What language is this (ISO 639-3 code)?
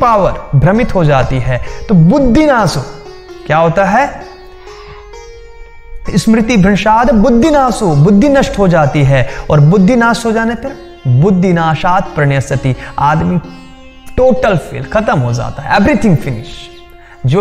hin